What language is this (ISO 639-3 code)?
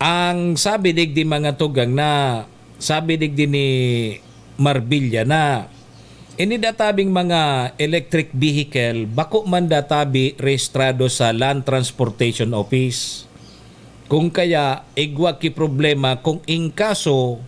bik